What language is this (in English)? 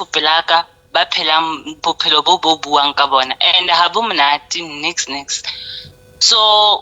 Southern Sotho